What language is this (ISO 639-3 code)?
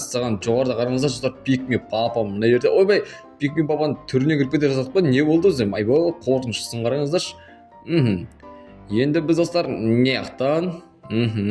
kaz